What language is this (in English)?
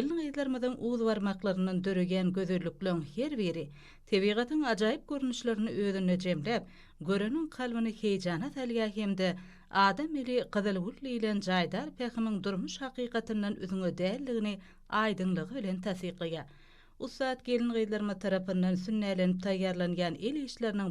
Turkmen